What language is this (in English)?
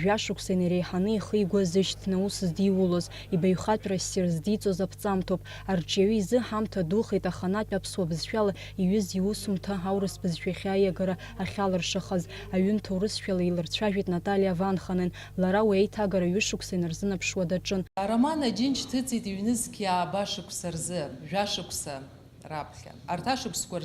Abkhazian